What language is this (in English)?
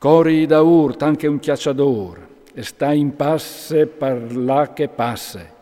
Friulian